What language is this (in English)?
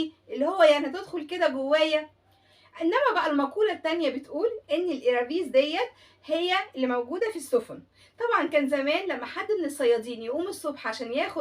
Egyptian Arabic